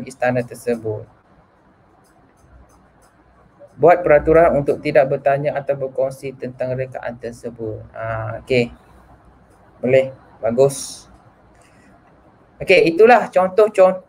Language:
Malay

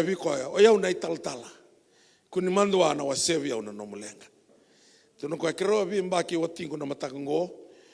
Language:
Fijian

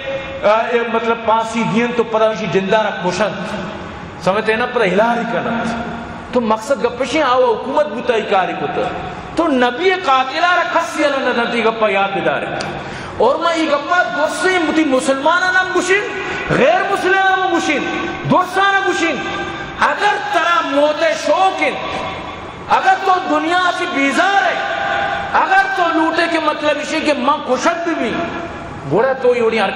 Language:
Baluchi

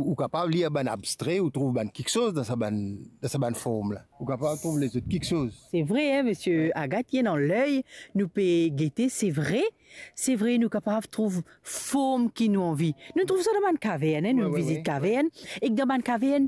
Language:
Morisyen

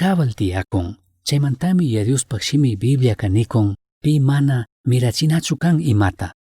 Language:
Chimborazo Highland Quichua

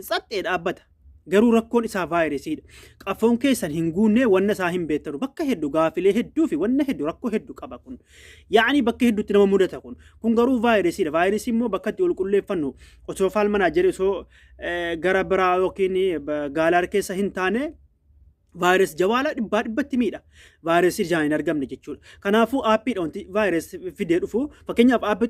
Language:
Oromo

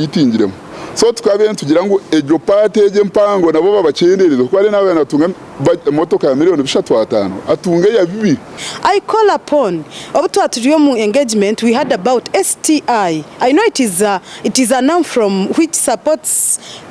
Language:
Nyankole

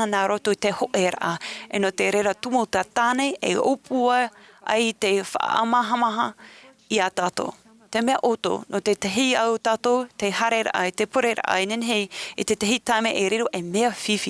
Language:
Tahitian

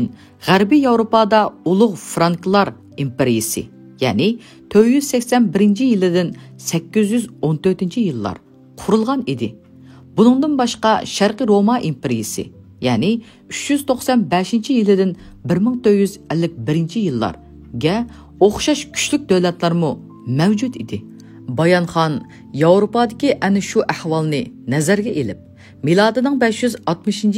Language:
Uyghur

